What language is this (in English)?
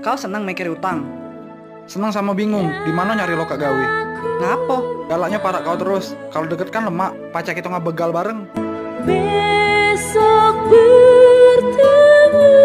Musi